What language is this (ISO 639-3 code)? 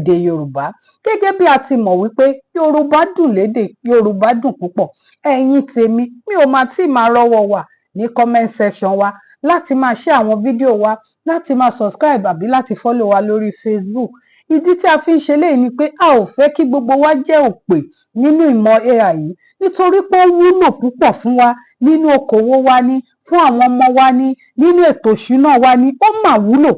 yor